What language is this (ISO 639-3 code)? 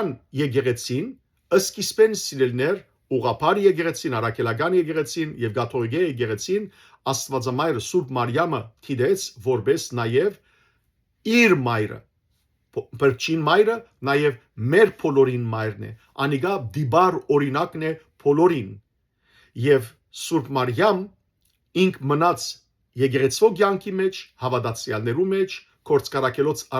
hyw